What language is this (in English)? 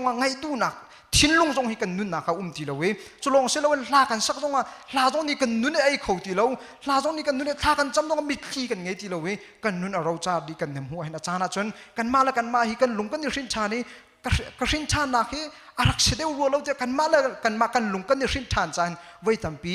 Hakha Chin